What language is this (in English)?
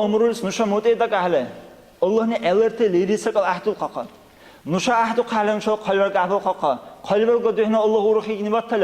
Dargwa